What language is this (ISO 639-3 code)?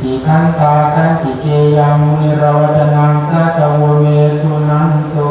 pli